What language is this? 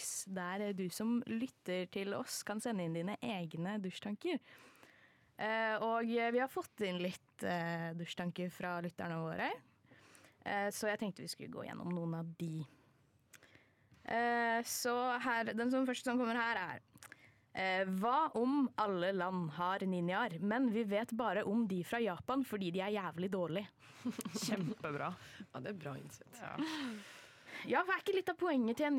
Norwegian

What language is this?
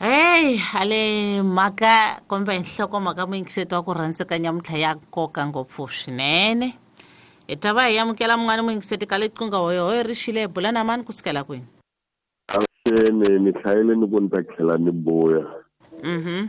Tsonga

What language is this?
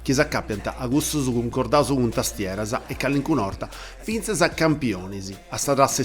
Sardinian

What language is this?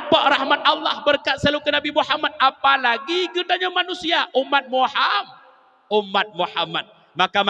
Achinese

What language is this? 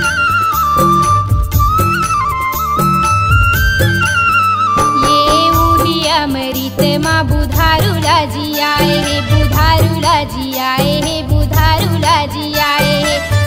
Chhattisgarhi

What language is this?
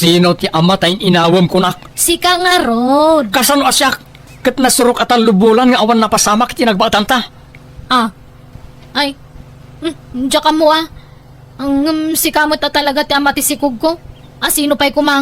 Iloko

